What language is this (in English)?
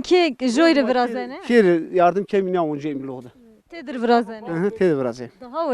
Zaza